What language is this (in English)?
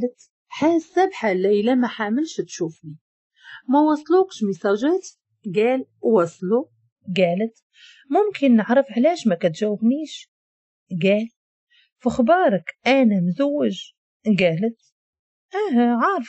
Moroccan Arabic